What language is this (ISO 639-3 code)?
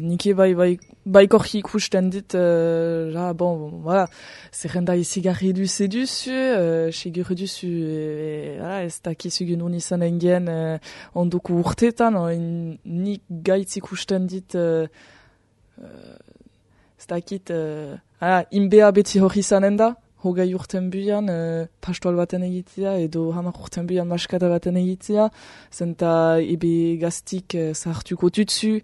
eus